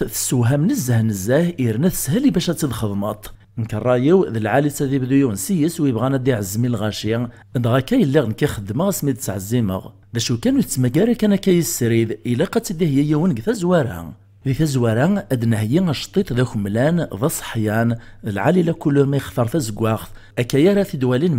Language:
Kabyle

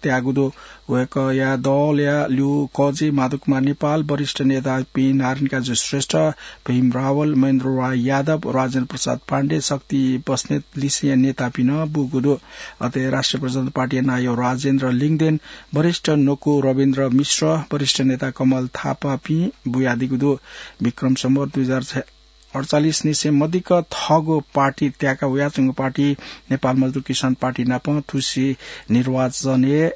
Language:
Newari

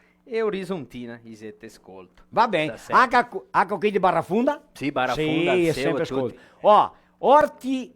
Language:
Venetian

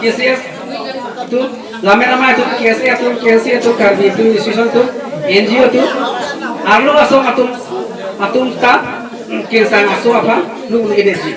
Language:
Karbi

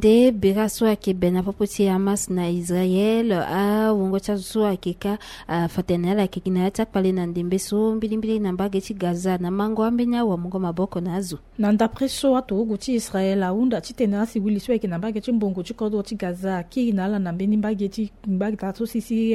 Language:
Sango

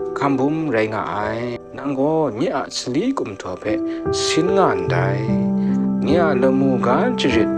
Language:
Kachin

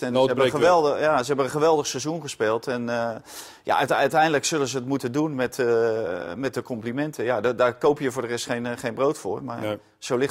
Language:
Dutch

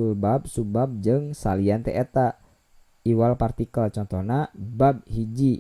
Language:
Sundanese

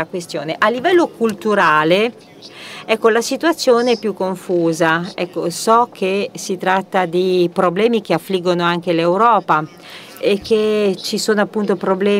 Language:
Italian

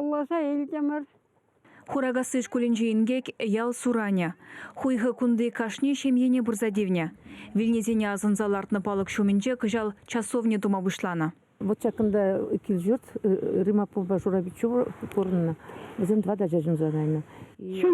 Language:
Chuvash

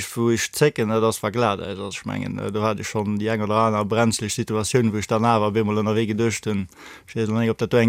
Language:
Luxembourgish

